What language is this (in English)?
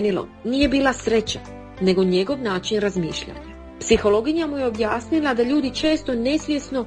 Croatian